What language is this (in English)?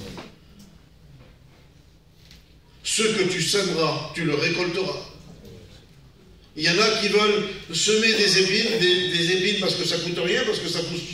French